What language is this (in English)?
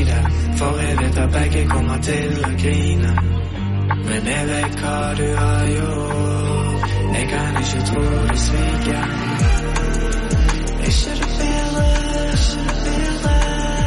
Norwegian